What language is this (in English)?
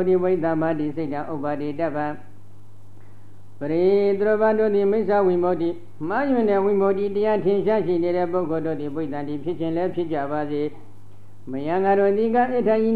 Burmese